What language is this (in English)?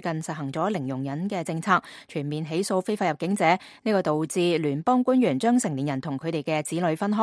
Cantonese